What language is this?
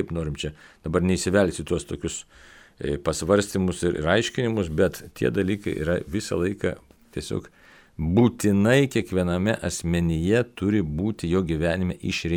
Lithuanian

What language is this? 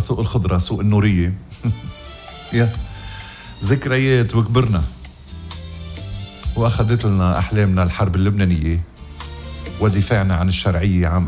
North Levantine Arabic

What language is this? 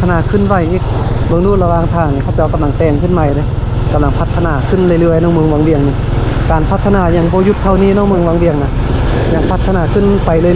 Lao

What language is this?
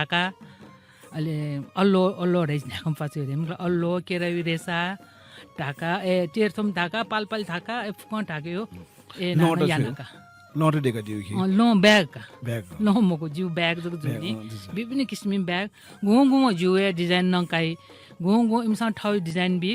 Newari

